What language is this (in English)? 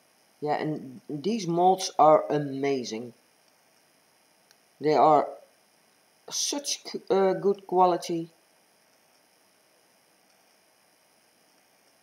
English